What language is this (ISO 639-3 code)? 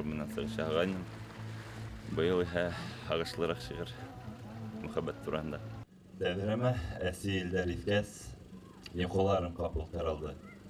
bak